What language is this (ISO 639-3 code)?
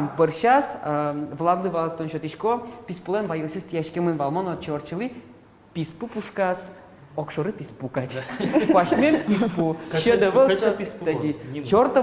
udm